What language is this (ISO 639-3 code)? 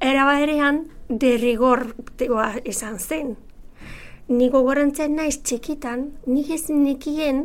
eus